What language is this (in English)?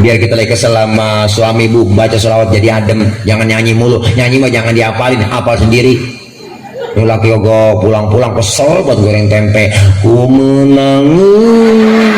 Betawi